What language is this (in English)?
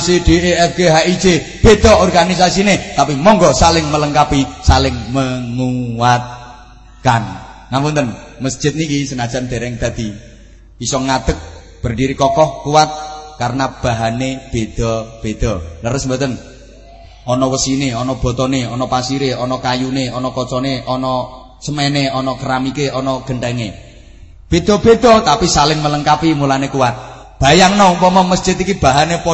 Javanese